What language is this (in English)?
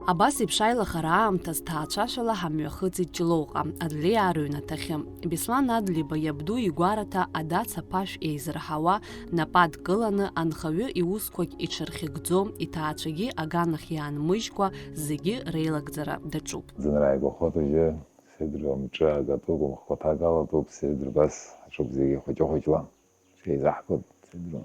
Abkhazian